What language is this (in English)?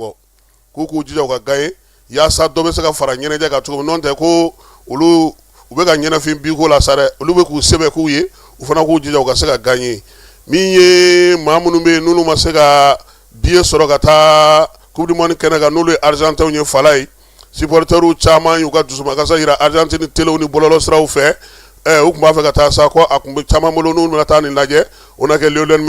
Bambara